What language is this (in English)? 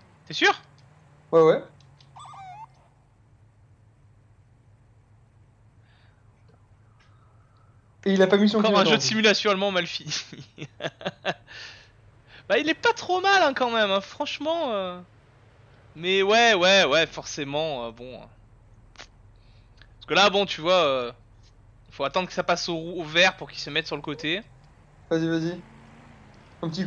French